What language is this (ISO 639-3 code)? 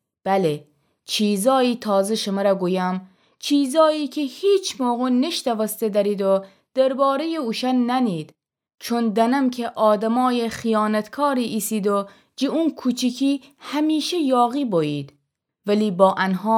glk